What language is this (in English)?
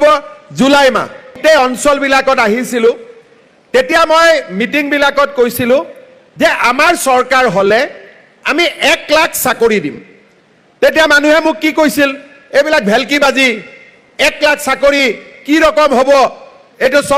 Assamese